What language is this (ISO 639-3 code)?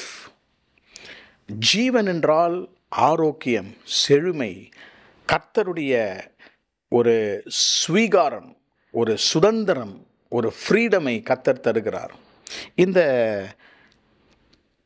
tam